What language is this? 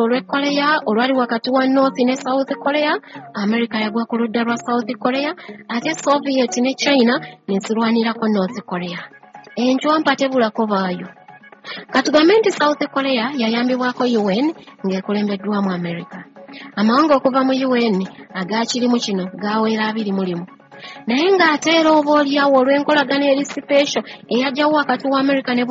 Ganda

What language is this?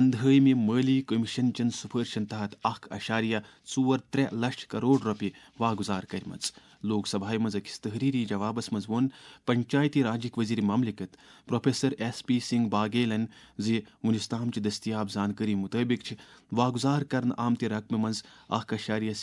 Kashmiri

